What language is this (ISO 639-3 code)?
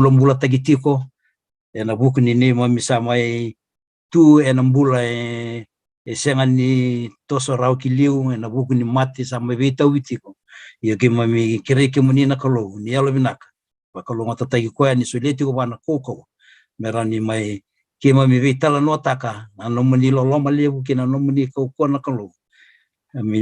fij